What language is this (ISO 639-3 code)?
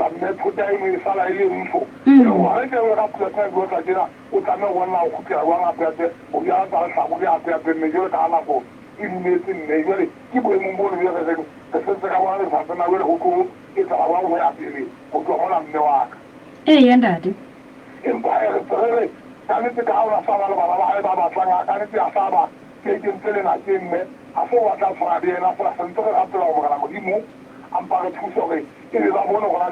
sot